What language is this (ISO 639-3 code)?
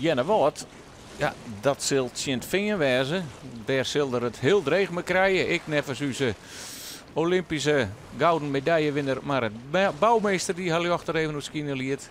fry